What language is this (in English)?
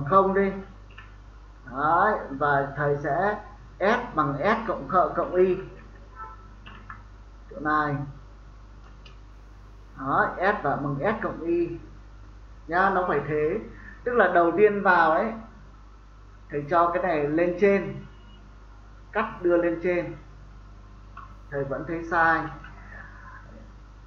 Vietnamese